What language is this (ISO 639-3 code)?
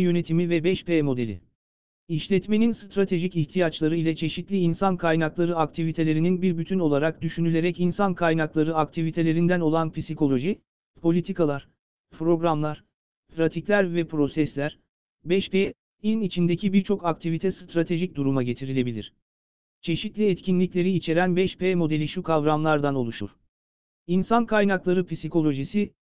tur